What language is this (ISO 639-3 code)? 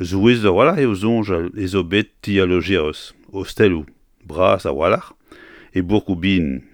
bre